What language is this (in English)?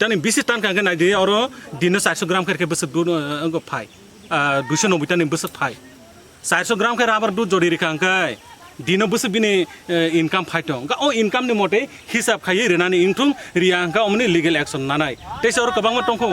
Kok Borok